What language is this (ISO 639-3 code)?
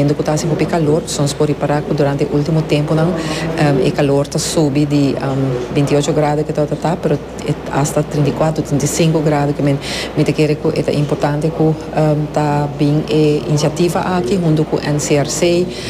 pap